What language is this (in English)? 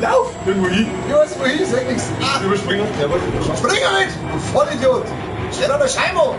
Bavarian